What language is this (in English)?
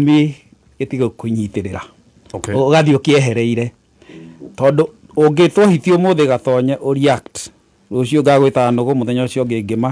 Kikuyu